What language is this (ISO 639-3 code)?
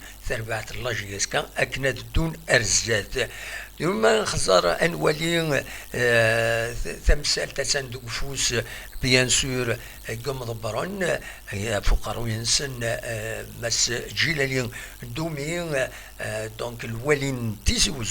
kab